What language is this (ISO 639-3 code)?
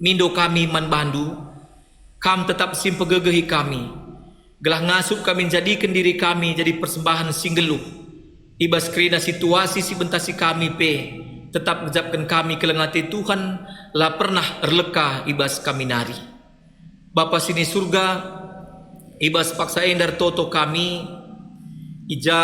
btx